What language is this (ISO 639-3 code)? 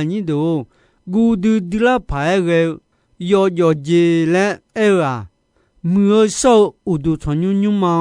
ahk